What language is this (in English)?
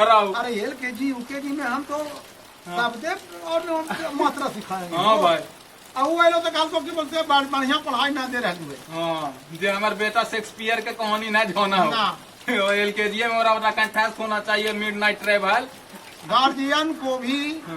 Magahi